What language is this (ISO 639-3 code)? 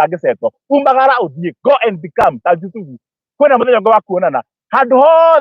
kik